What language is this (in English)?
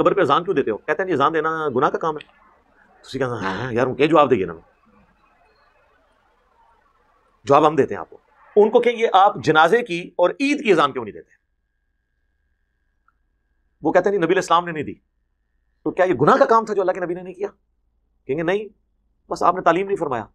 Urdu